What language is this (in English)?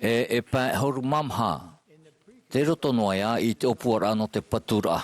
Tahitian